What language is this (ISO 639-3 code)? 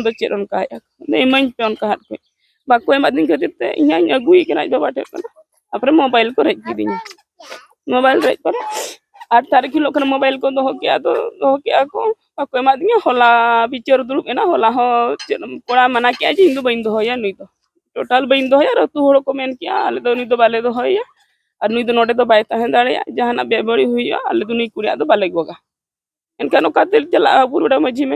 sat